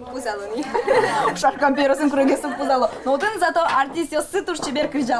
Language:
Udmurt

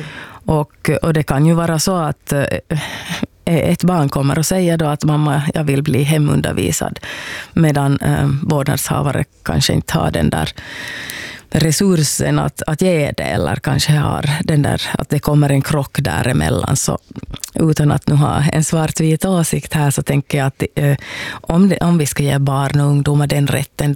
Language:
Swedish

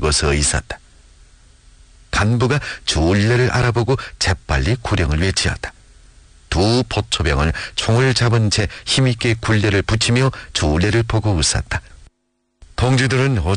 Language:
Korean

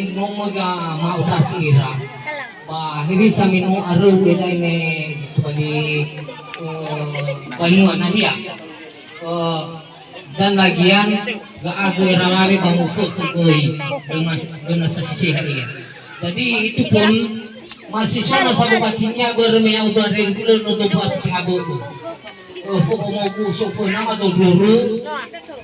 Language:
Nias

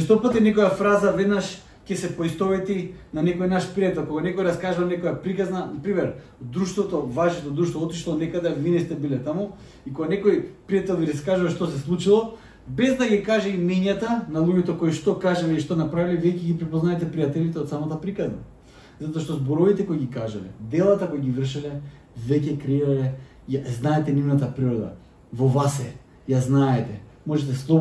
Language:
Macedonian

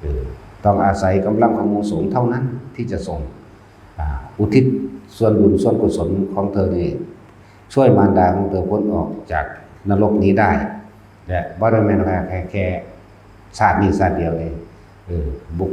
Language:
Northeastern Thai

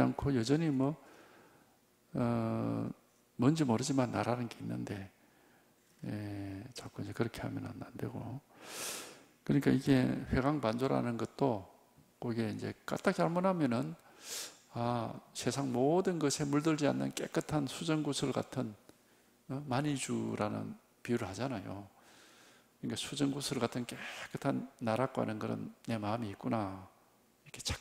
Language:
Korean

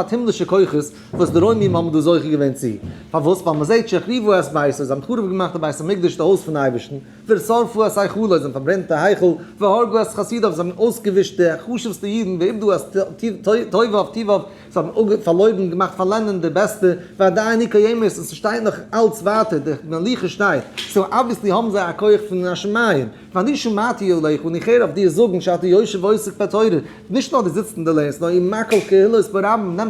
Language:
Yiddish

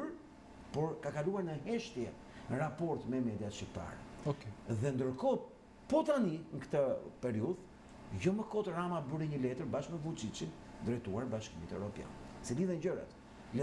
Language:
Albanian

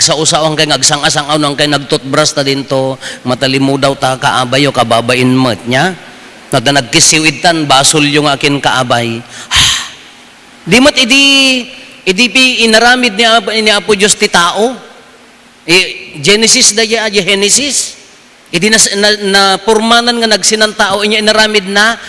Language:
Iloko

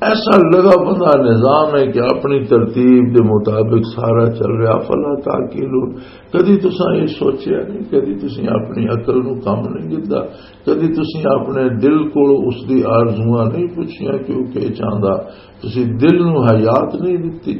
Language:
Western Panjabi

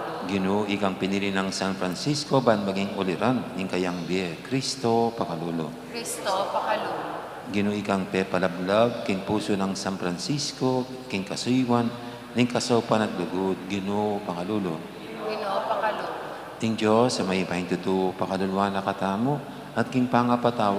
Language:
Pampanga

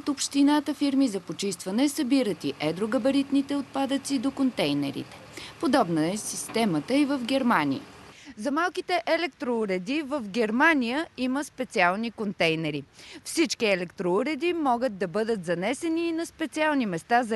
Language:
Bulgarian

